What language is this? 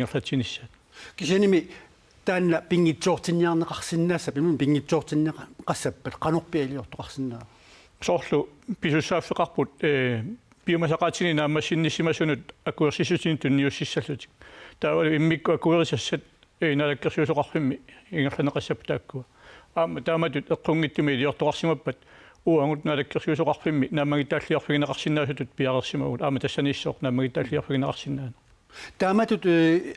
Kalaallisut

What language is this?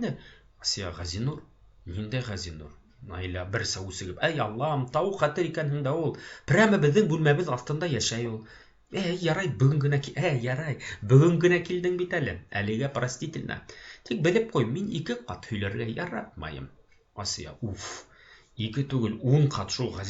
Bashkir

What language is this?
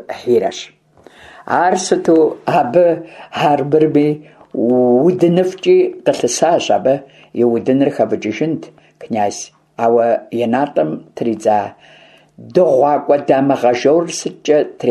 Kabardian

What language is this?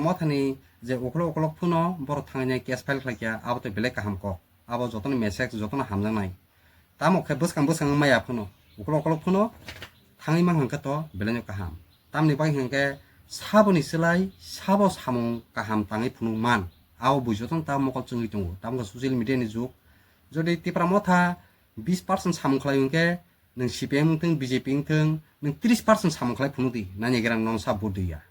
Kok Borok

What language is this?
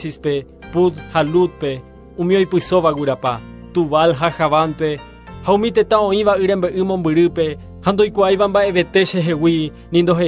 Guarani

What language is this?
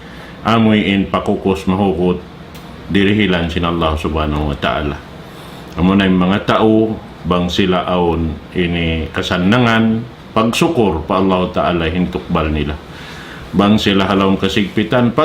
Tausug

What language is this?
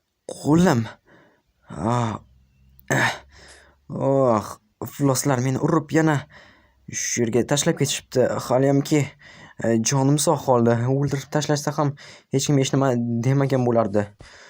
Uzbek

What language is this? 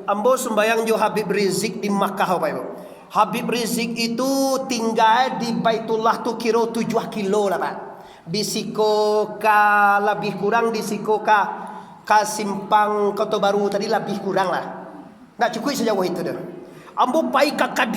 Minangkabau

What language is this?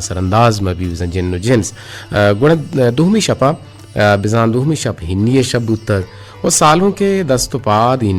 Eastern Balochi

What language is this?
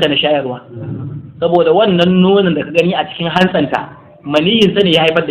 Hausa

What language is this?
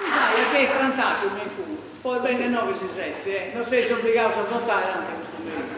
Sardinian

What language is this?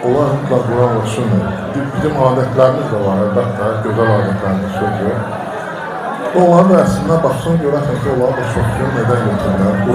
Azerbaijani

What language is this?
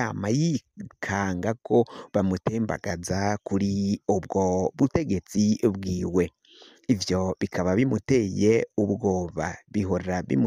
Rundi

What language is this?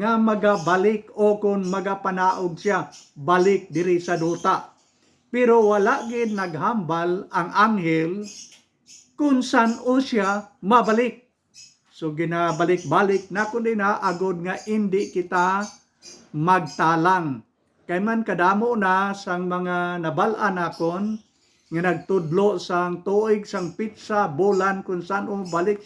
Hiligaynon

